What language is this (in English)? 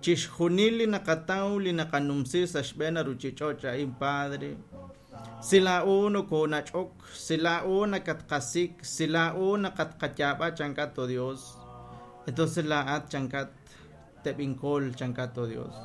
Kekchí